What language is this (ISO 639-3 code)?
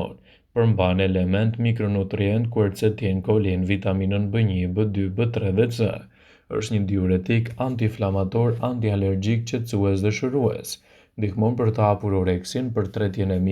sqi